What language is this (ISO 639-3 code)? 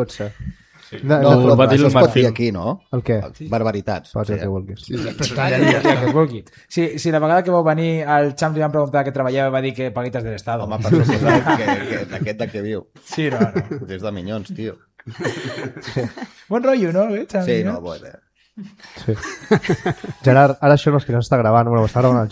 cat